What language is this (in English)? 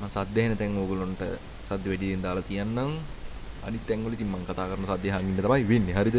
Sinhala